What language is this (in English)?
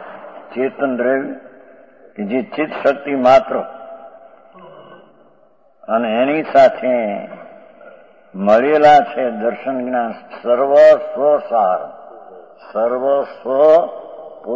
Gujarati